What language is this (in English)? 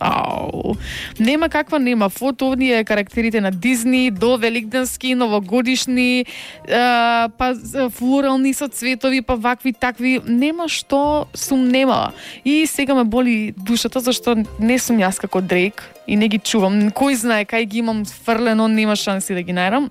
Macedonian